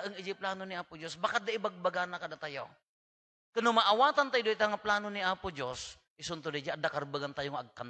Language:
Iloko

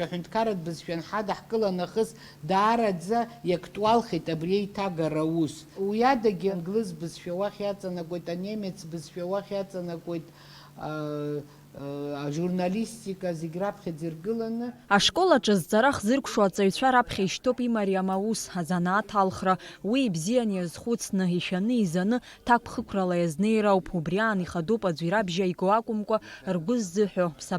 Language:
Abkhazian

